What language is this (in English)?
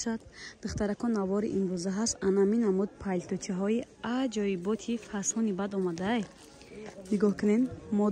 Tajik